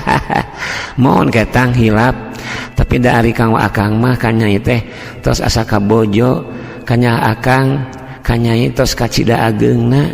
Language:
Sundanese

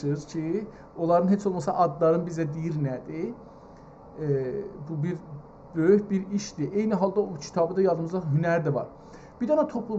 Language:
South Azerbaijani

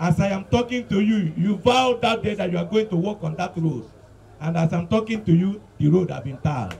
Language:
Nigerian Pidgin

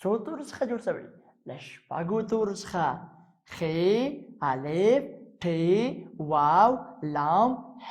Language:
Pashto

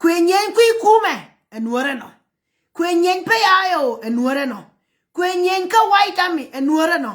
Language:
Nuer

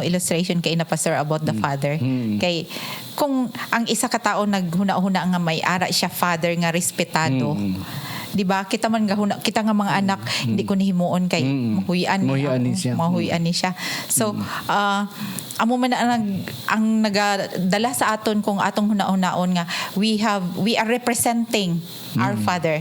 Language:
Hiligaynon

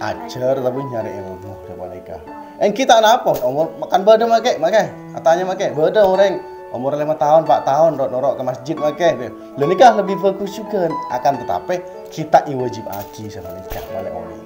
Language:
Madurese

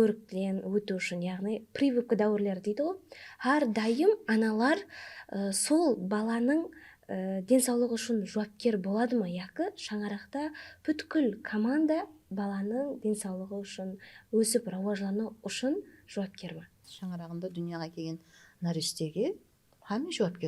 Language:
Kara-Kalpak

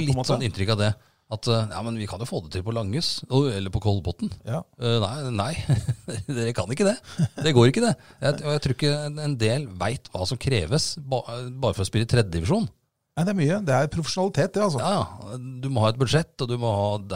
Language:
Norwegian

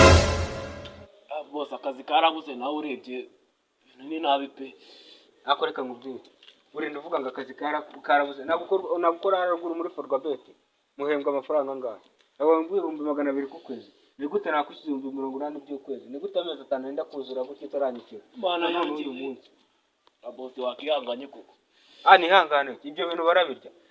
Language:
Kinyarwanda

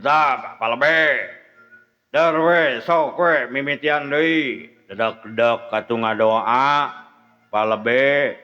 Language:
Sundanese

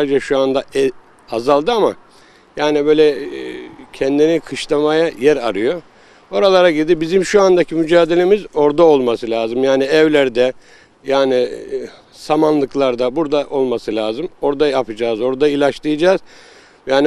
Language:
Turkish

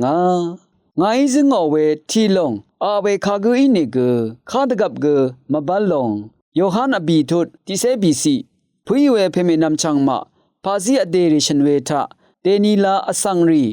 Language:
Rawang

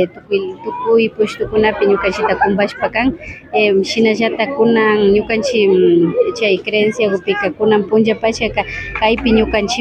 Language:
Imbabura Highland Quichua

